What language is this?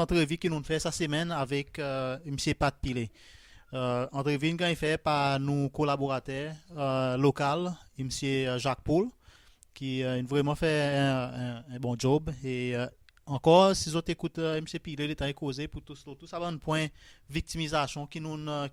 Seselwa Creole French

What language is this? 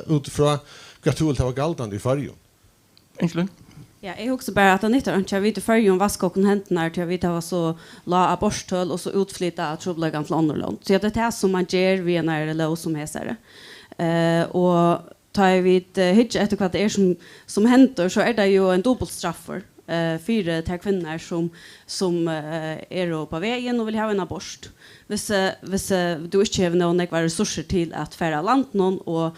Faroese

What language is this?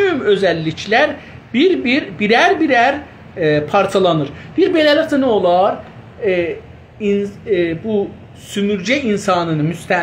South Azerbaijani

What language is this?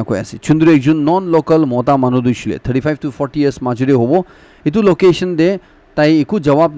Naga Pidgin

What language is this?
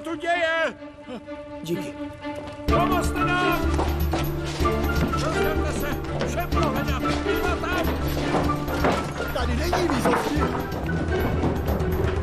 Czech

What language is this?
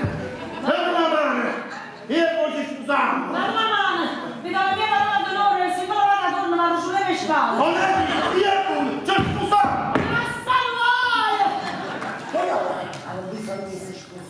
Neapolitan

